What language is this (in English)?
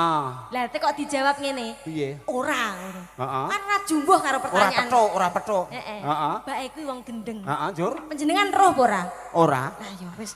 Javanese